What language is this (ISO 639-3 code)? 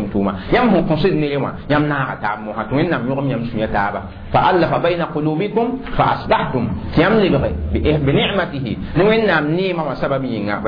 mos